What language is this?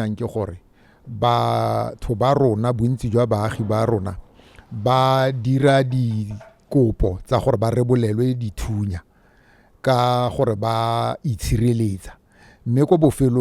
Tswana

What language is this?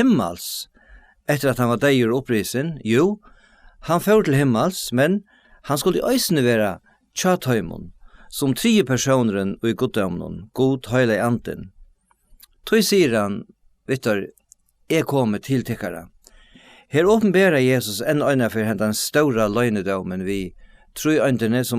Faroese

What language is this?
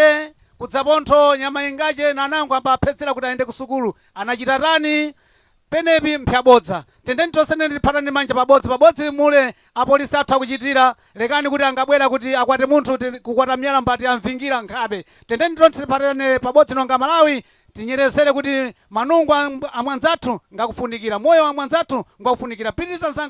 Nyanja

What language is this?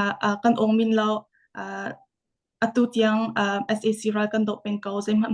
Hakha Chin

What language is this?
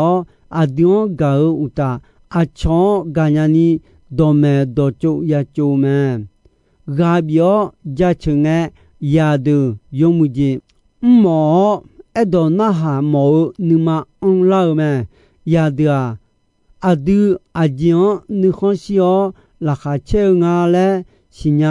Akha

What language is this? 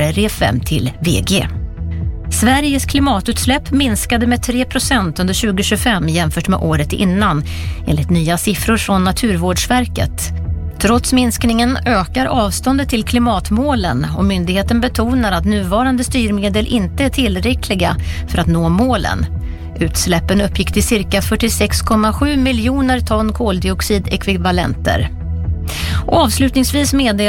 Swedish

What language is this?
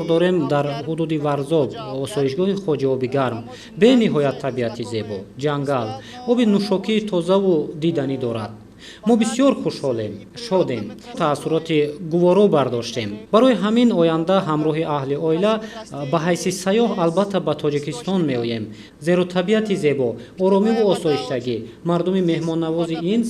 Tajik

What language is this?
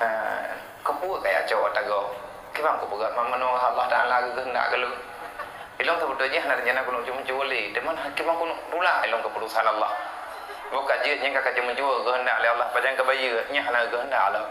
Achinese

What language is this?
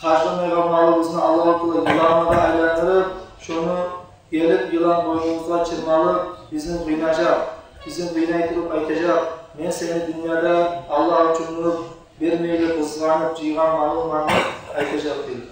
Kumyk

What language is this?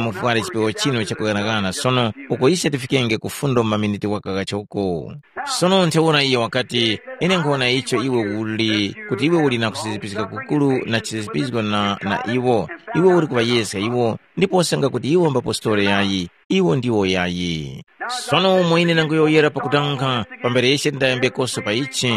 Tumbuka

